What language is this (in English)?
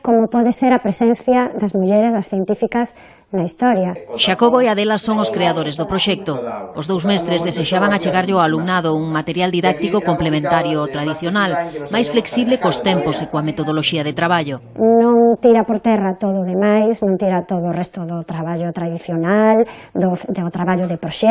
Galician